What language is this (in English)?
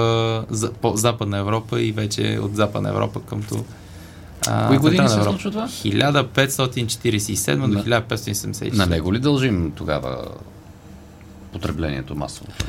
Bulgarian